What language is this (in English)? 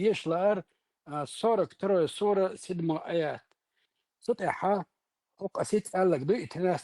Chechen